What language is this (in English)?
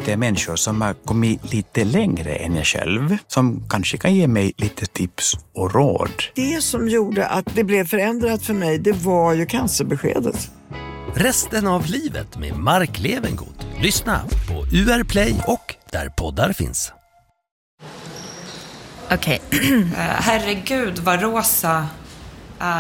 Swedish